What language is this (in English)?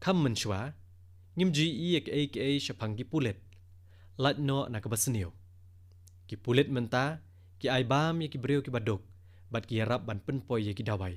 Khasi